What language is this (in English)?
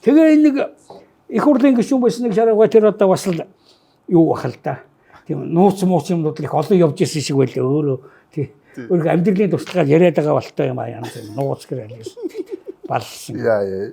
Mongolian